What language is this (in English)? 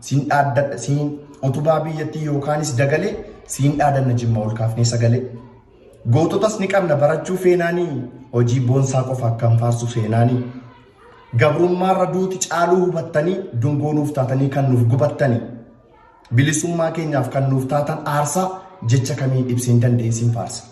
Oromo